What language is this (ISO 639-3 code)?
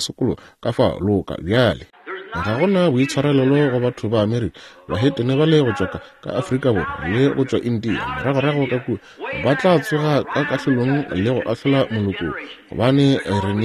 nso